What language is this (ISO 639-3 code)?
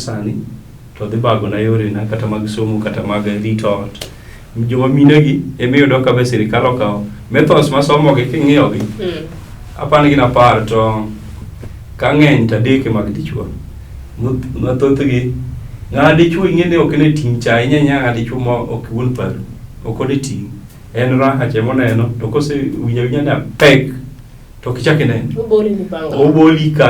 luo